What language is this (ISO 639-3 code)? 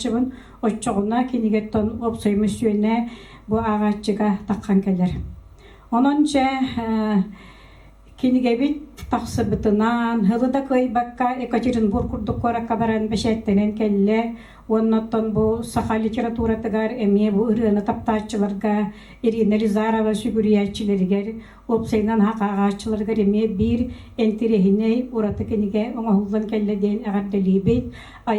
sah